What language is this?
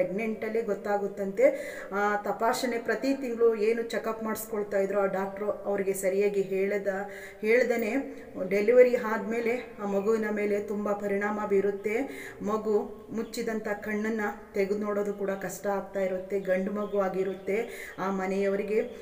Kannada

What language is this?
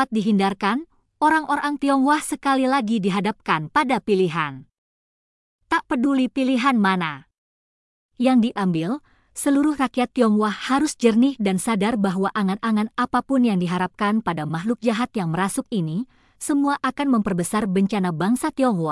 Indonesian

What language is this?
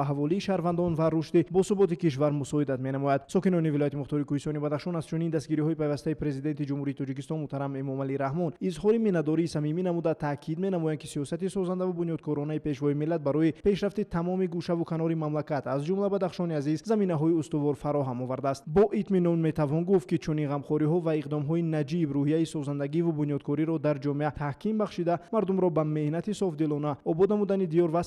Tajik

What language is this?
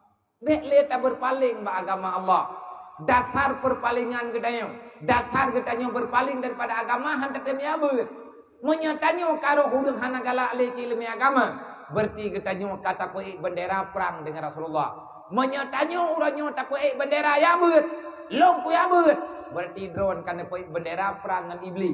Achinese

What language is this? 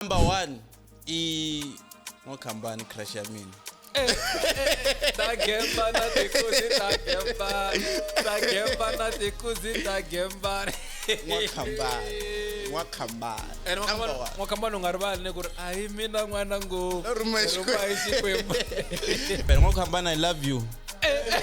Tsonga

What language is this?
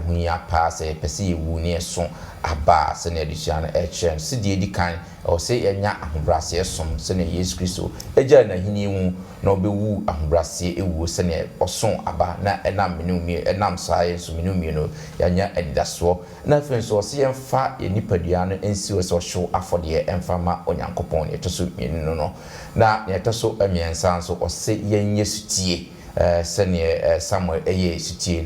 Akan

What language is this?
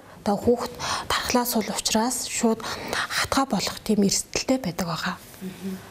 Mongolian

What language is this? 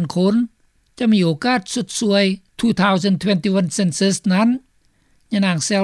Lao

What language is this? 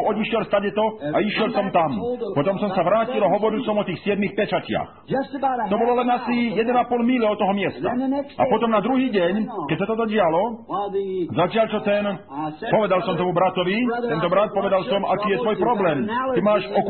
Slovak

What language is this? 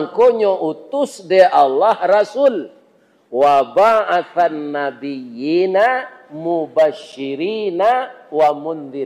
Minangkabau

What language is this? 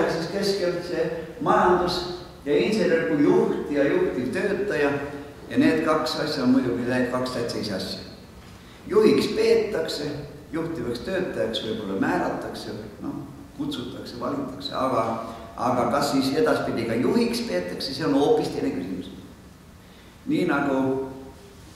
Estonian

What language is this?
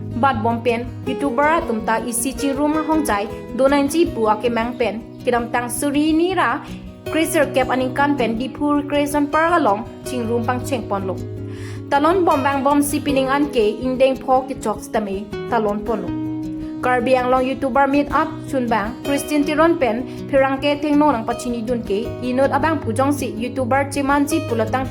Karbi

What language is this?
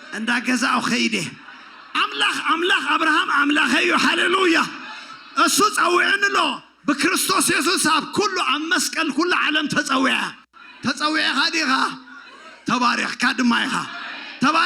Tigrinya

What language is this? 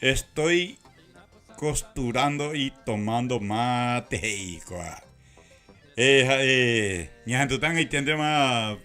Guarani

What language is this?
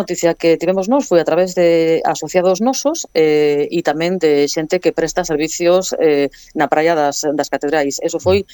Galician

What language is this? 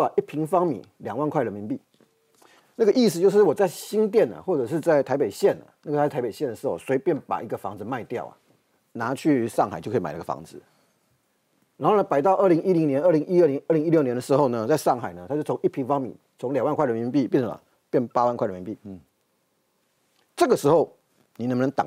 Chinese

